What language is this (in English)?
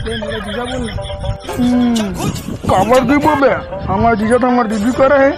Chhattisgarhi